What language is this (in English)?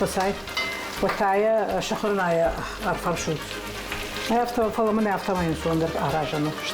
Ossetic